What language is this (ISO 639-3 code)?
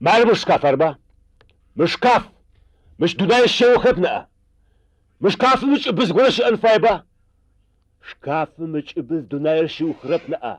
ady